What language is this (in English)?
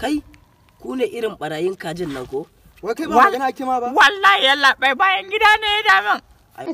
Hausa